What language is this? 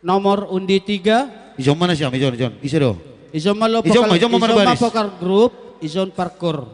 Batak Simalungun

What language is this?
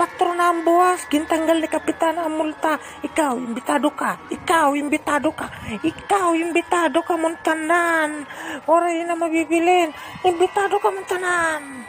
Waray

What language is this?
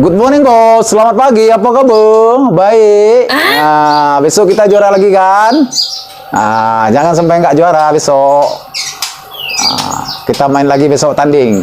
Minangkabau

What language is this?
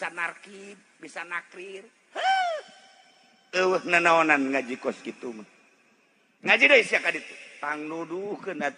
Sundanese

